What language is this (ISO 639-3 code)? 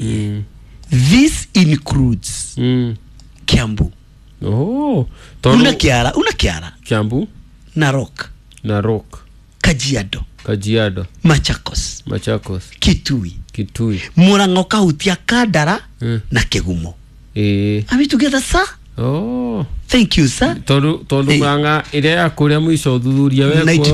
kik